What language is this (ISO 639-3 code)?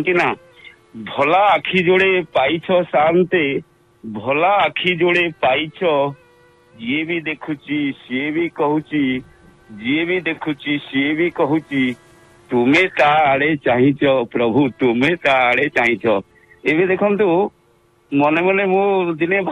ori